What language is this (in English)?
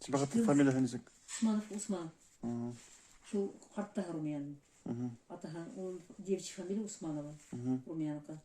Bashkir